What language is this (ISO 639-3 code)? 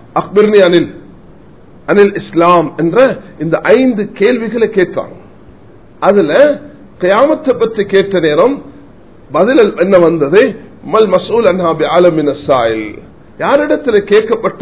tam